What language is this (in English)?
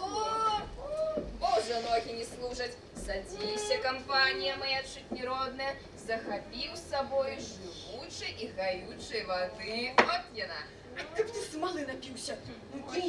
Belarusian